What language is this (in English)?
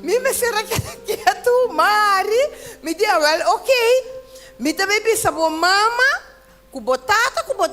Papiamento